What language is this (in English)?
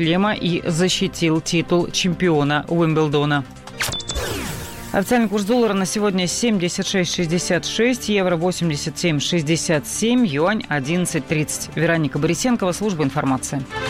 Russian